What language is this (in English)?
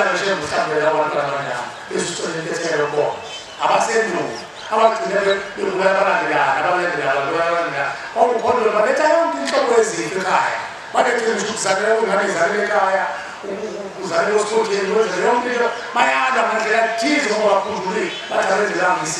Zulu